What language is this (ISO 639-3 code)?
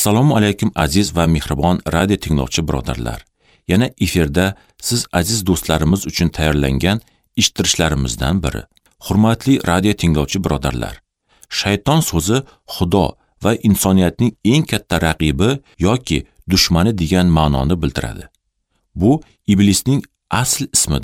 uzb